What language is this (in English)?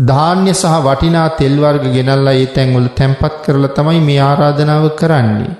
Sinhala